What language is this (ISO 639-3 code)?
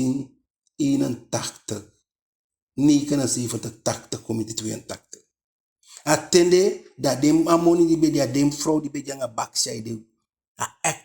djk